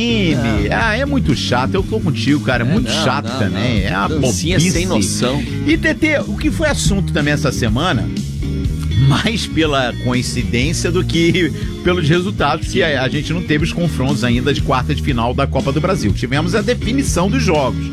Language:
Portuguese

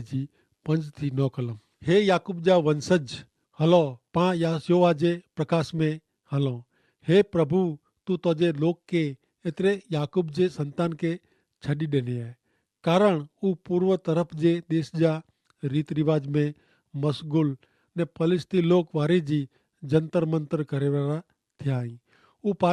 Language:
Kachhi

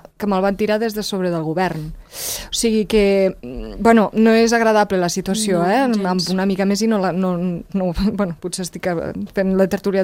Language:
Catalan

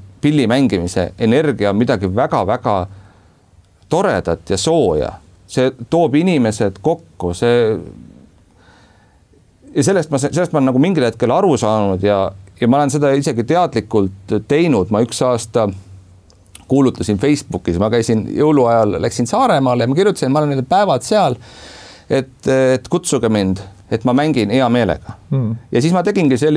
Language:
Estonian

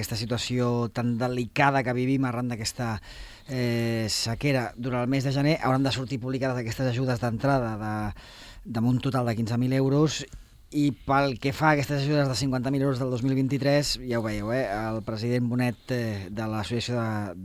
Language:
Catalan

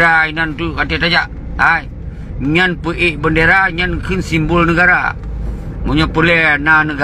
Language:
Achinese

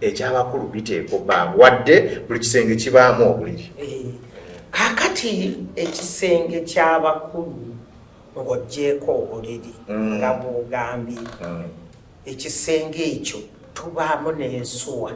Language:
Ganda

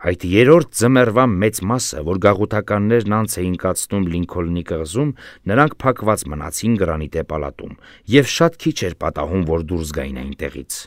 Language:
Armenian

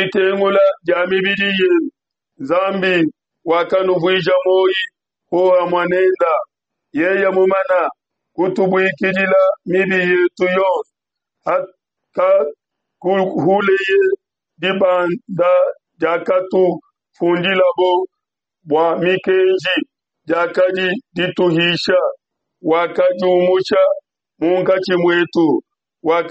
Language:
Luba-Lulua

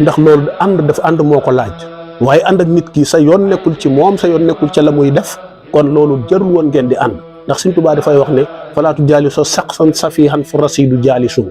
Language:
Wolof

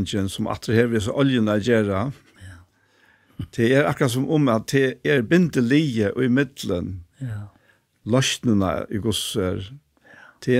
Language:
Faroese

